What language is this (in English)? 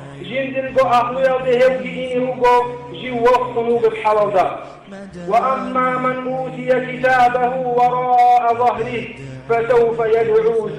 Avaric